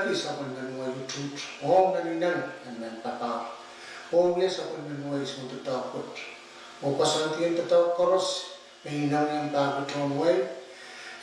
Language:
Pohnpeian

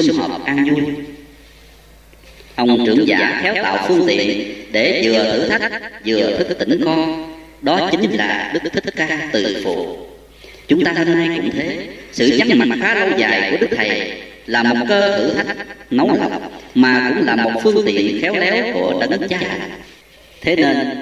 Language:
Vietnamese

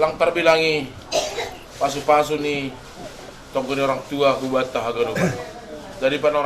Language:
Batak Simalungun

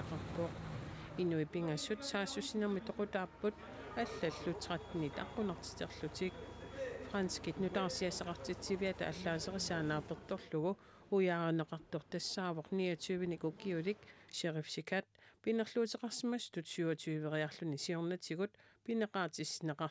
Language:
Kalaallisut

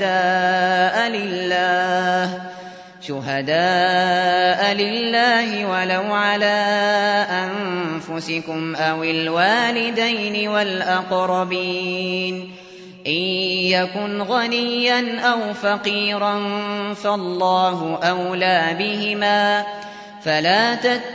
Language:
Arabic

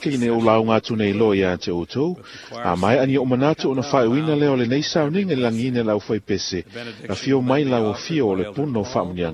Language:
Samoan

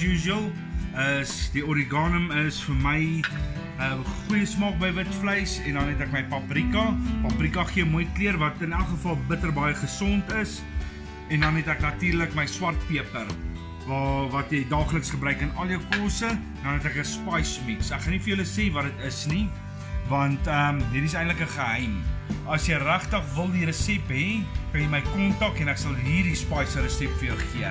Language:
Afrikaans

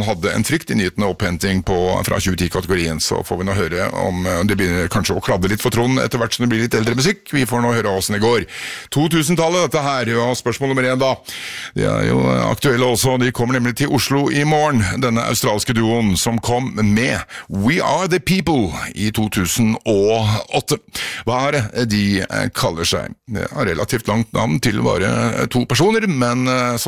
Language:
Norwegian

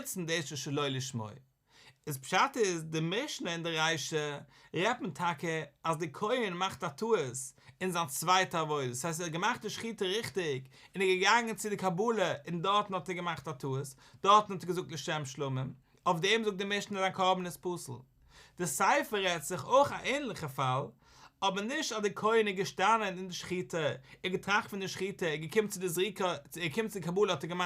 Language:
Yiddish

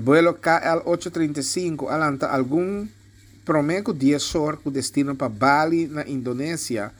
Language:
Papiamento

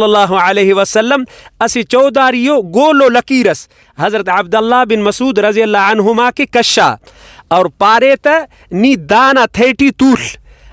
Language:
Brahui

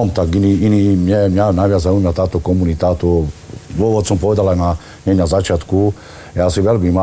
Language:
Slovak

